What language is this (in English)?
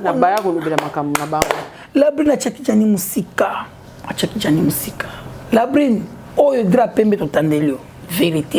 Lingala